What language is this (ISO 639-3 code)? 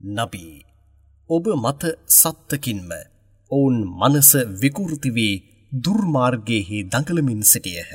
sin